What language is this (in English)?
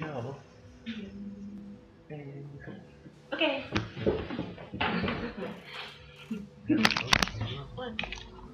Danish